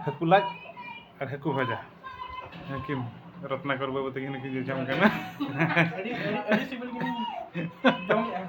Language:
Santali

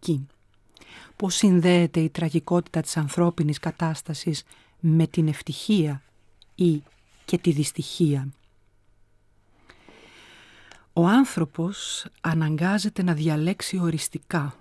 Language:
Greek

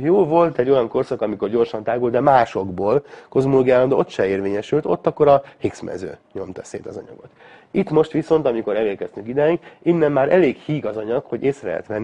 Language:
Hungarian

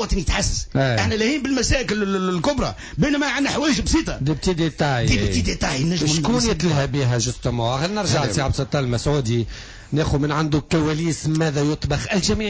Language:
Tunisian Arabic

